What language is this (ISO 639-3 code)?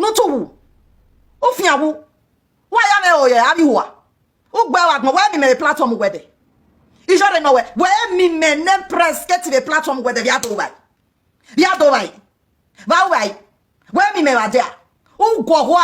pcm